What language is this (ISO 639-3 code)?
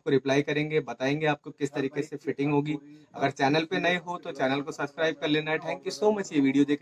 hin